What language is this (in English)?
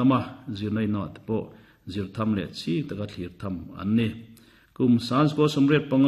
Mizo